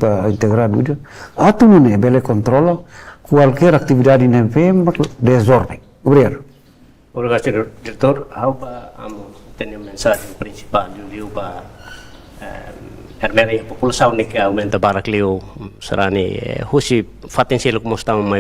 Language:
Tetum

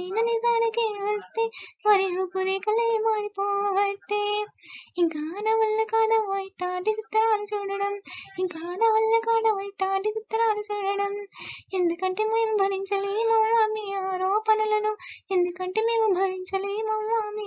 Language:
Telugu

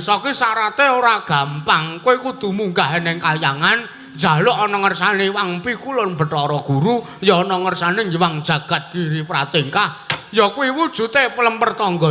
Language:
Javanese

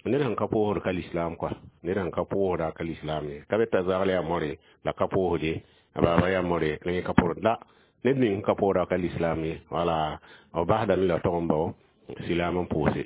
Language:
Mossi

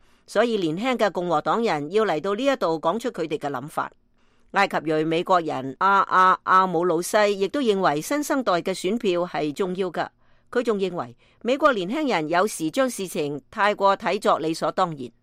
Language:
Cantonese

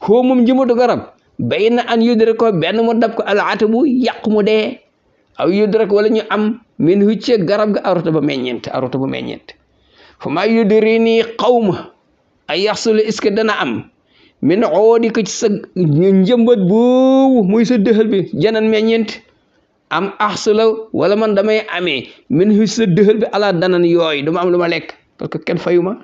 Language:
Wolof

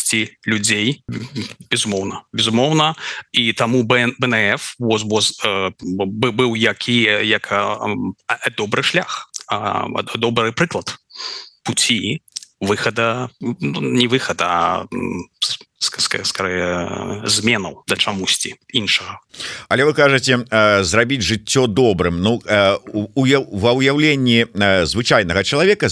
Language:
Belarusian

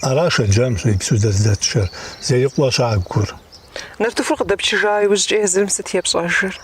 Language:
Kabardian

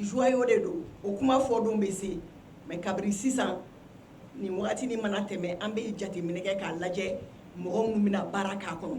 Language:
Bambara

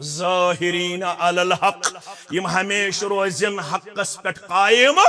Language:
Kashmiri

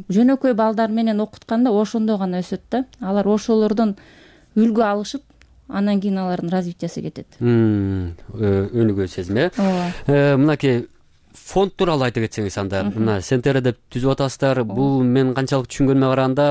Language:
Kyrgyz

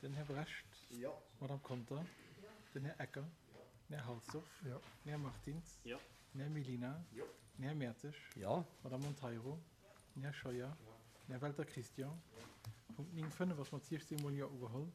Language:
Luxembourgish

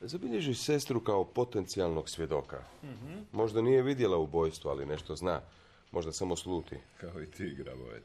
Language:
Croatian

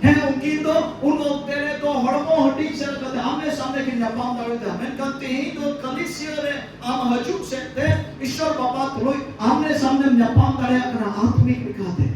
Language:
Santali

